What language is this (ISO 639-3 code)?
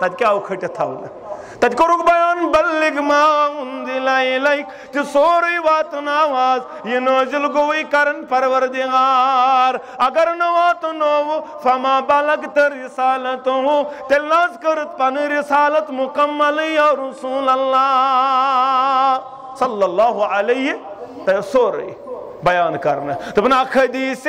kas